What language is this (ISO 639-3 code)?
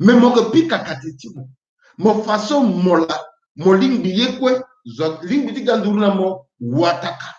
sag